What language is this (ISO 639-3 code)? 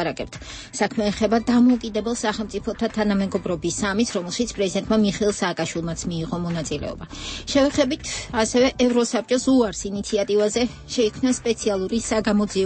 kat